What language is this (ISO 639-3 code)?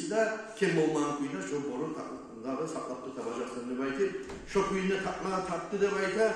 kum